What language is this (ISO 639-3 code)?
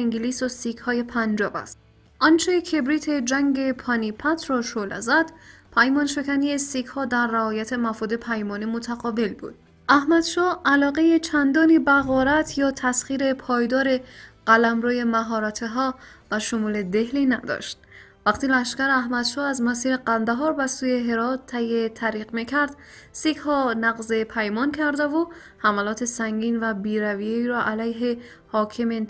fas